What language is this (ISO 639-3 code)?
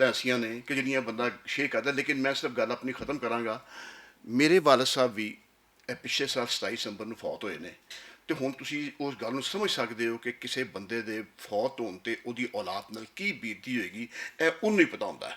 lah